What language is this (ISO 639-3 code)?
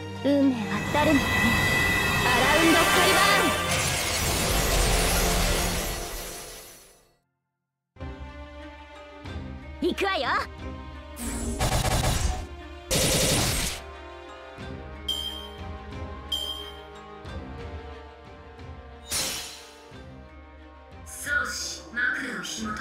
jpn